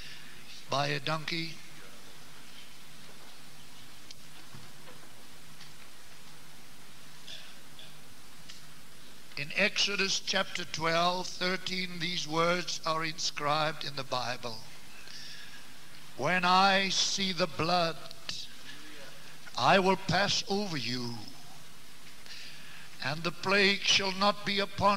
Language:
Afrikaans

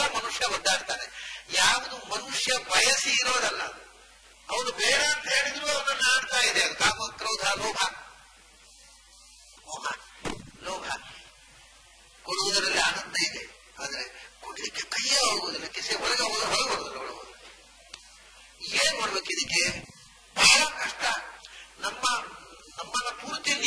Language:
Kannada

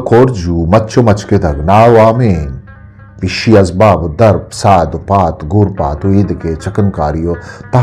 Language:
Eastern Balochi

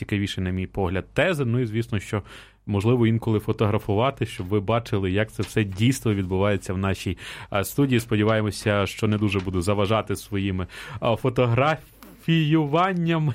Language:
Ukrainian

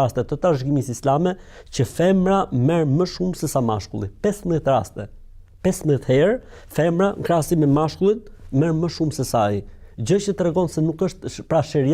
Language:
Albanian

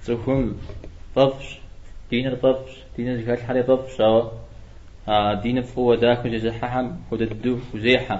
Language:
Kabardian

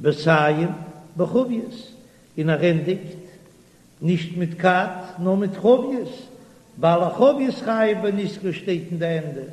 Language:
Yiddish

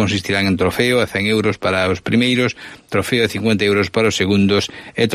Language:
Galician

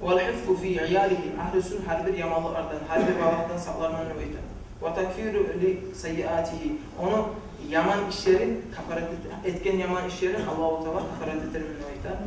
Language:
Kumyk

